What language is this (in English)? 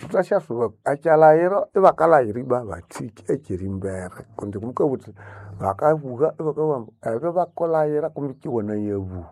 Nande